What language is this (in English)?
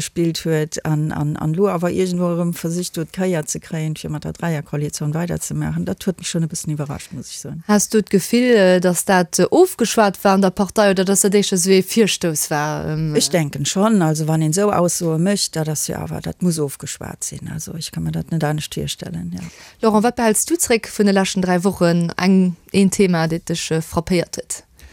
Luxembourgish